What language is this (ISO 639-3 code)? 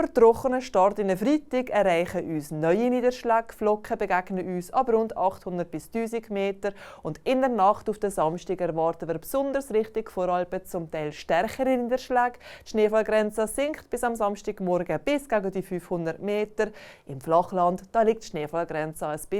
gsw